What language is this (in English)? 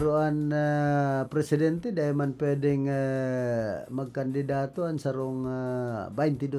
Bikol